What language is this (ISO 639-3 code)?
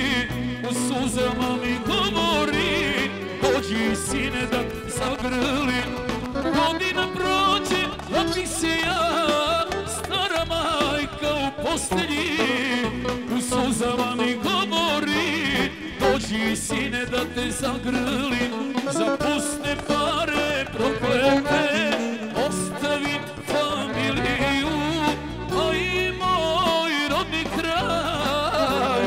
srp